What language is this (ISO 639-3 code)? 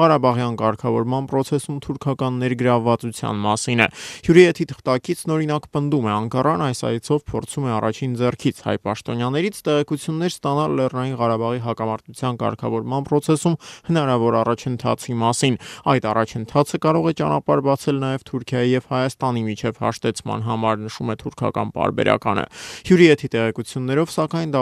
hye